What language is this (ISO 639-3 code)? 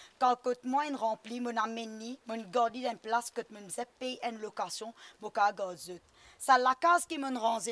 mfe